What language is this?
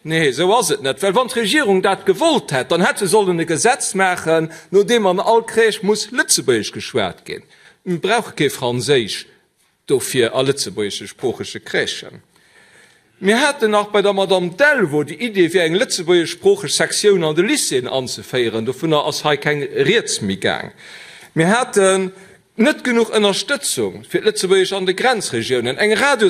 Luxembourgish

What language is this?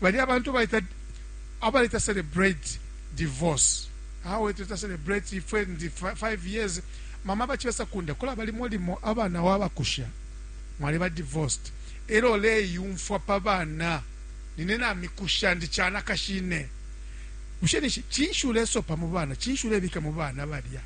Bemba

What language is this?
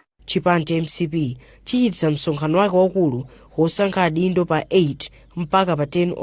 Nyanja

